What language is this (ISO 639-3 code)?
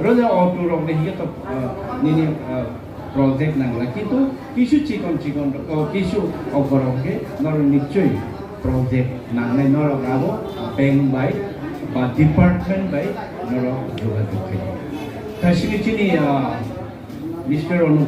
trp